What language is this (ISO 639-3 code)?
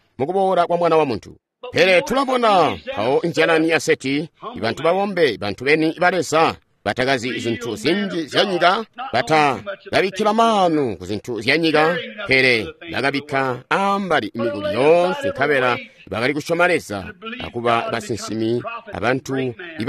toi